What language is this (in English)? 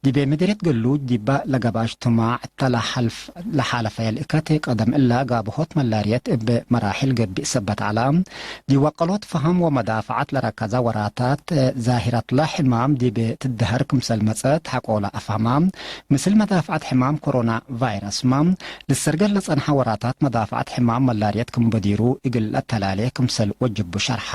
Tigre